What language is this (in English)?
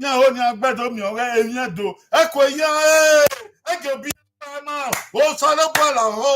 Bini